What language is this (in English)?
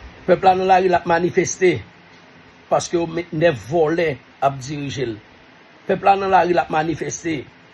Haitian Creole